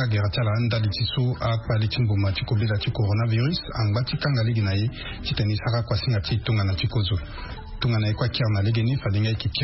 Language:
Sango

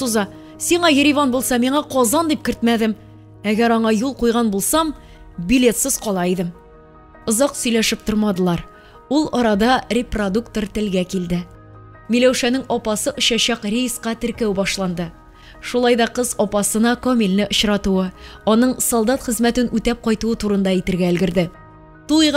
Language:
Tatar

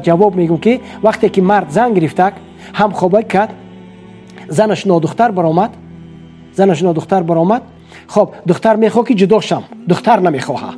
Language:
Tajik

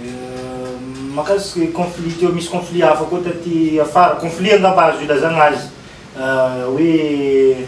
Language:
Malagasy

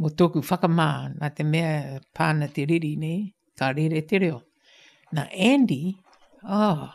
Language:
Māori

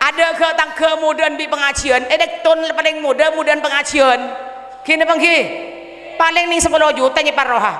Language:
Madurese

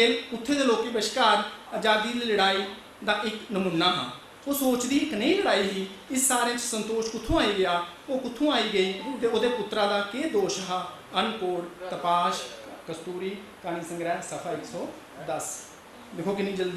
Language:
Dogri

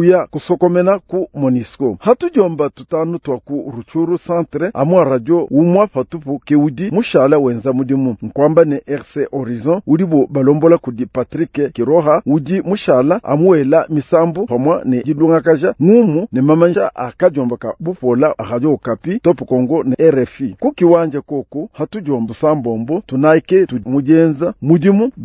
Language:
Luba-Lulua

